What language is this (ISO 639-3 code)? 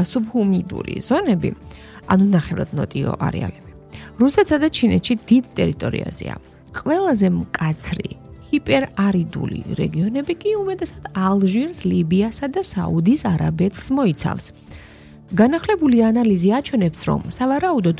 kat